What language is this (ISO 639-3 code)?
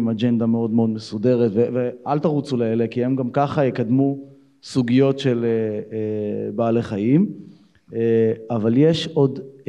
heb